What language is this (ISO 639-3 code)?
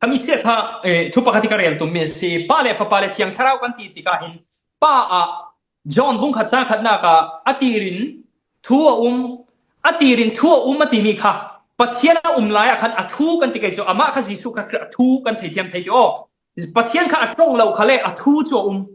cfm